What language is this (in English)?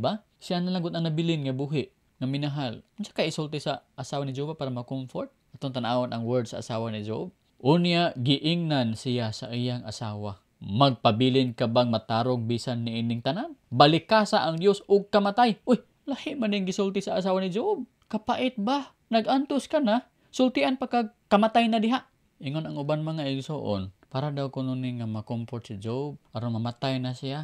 Cebuano